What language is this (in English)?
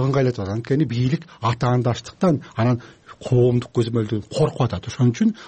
Kyrgyz